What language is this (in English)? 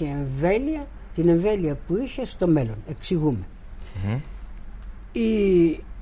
Greek